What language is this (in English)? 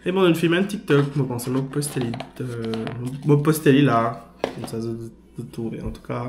Morisyen